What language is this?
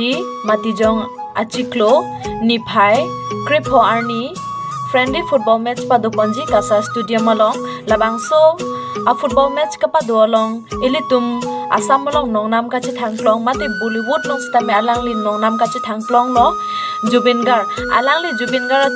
Karbi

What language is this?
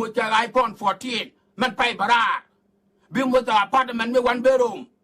Nuer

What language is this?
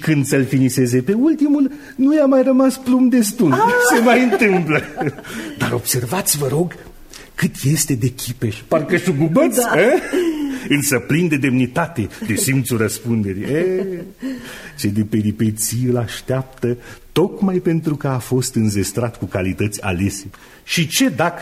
Romanian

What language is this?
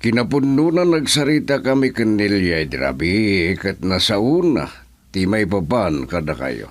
Iloko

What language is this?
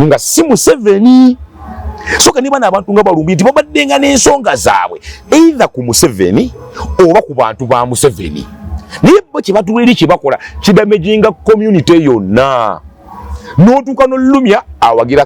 Ganda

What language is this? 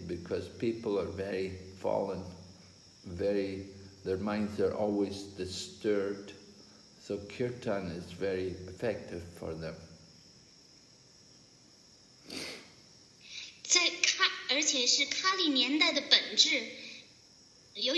English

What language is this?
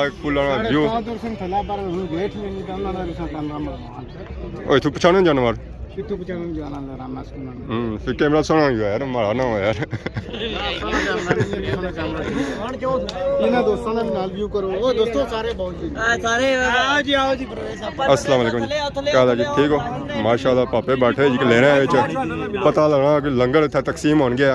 Pahari-Potwari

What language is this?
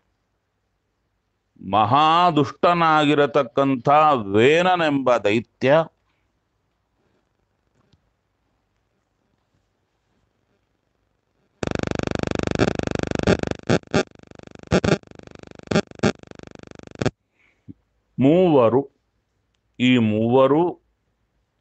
Kannada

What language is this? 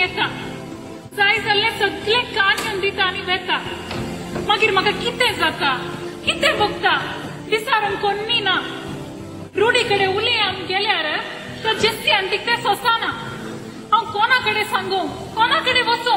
Konkani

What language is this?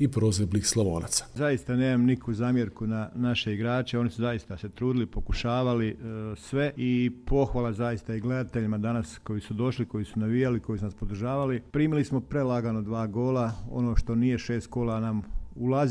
Croatian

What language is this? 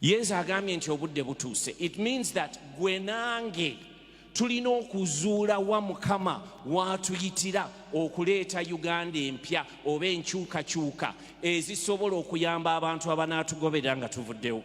Ganda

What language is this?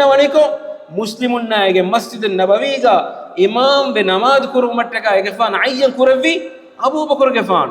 Divehi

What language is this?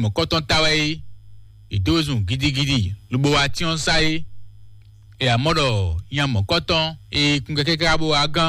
Fon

